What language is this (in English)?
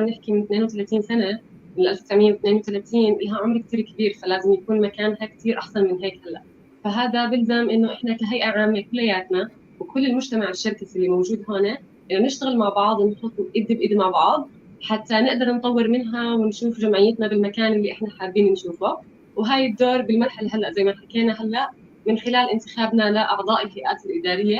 North Levantine Arabic